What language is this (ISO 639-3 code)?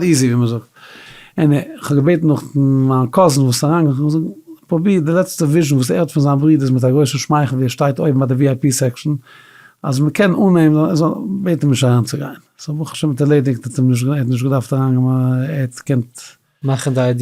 yid